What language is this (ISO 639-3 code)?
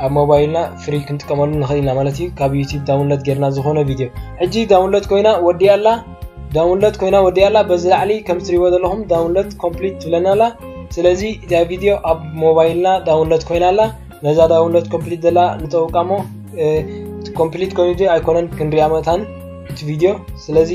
tir